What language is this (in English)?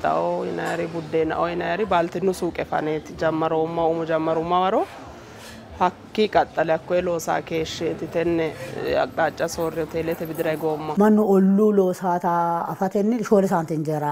Sidamo